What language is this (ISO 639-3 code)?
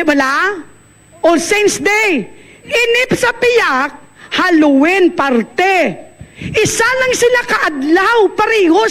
hil